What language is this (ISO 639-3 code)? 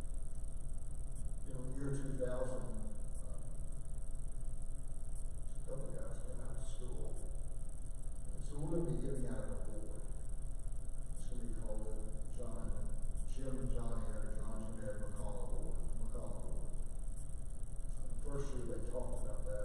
eng